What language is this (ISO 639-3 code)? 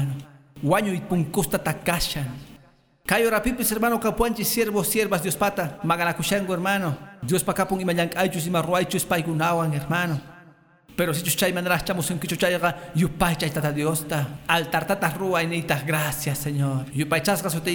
que